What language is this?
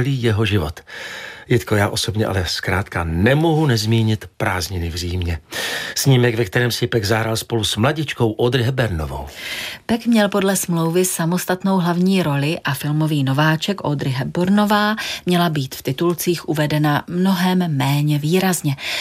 Czech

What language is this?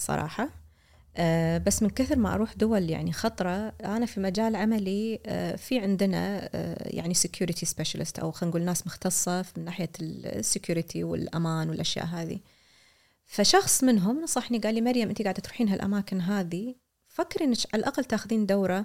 Gulf Arabic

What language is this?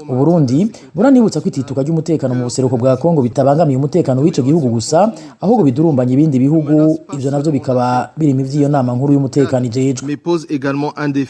Rundi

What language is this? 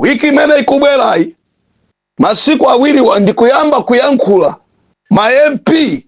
Nyanja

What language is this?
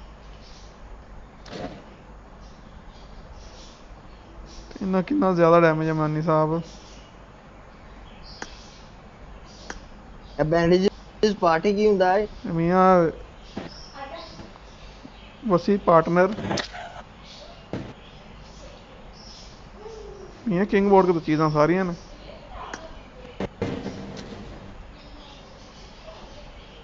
Punjabi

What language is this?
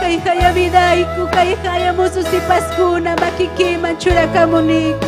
Ayacucho Quechua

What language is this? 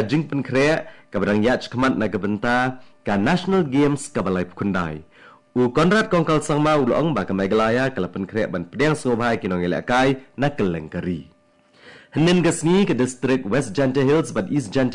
Khasi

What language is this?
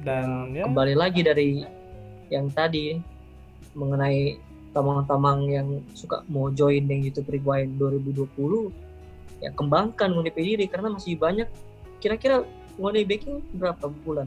Manado Malay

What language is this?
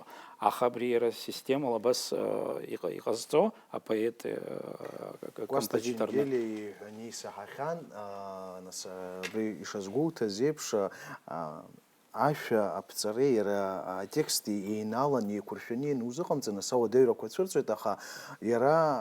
Abkhazian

